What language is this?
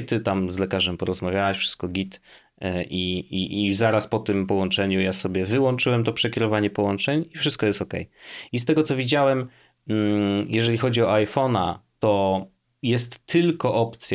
Polish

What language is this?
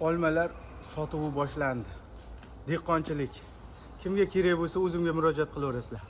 Uzbek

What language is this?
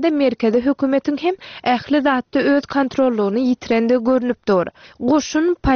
Turkmen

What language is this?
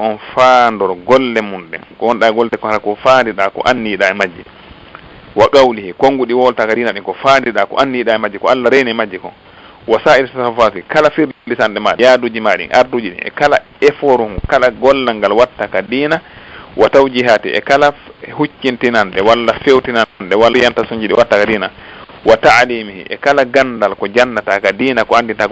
Fula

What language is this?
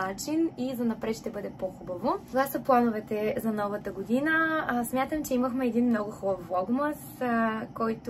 Bulgarian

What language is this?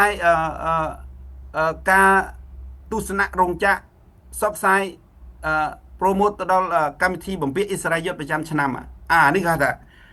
Khmer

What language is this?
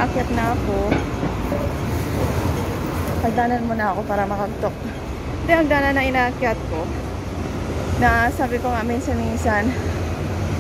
Filipino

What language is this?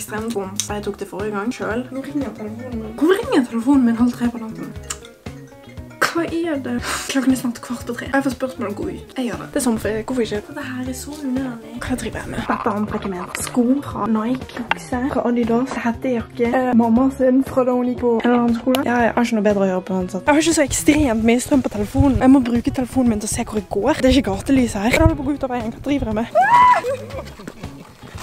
Norwegian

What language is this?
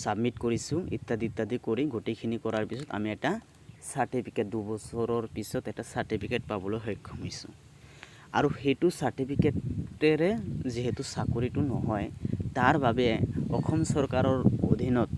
Assamese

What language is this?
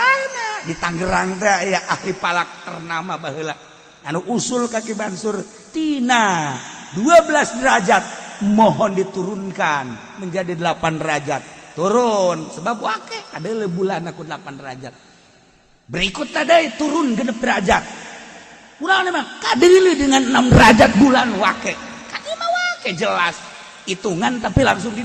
Sundanese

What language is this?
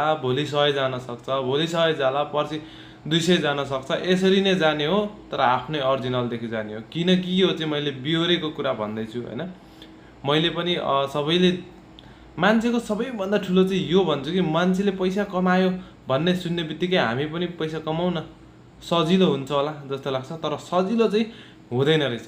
Nepali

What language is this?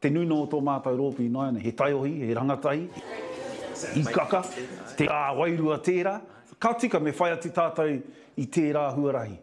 Māori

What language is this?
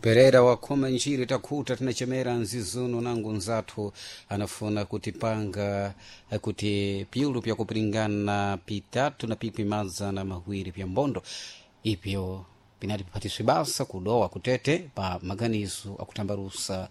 Sena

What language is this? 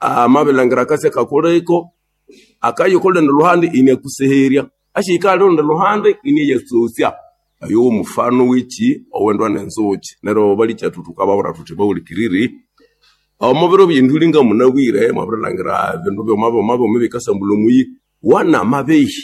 Nande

